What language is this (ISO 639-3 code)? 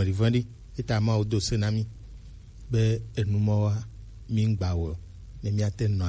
gej